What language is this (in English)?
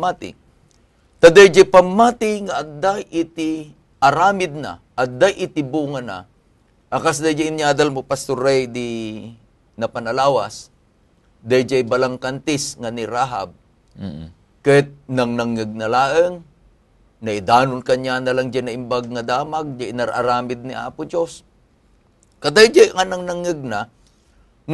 Iloko